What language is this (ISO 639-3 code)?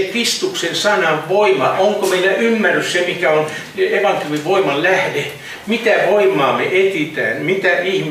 fin